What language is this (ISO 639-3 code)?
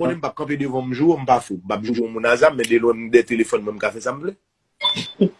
hat